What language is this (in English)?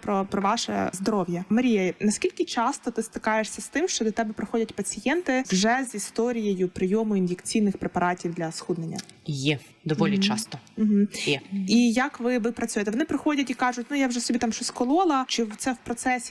Ukrainian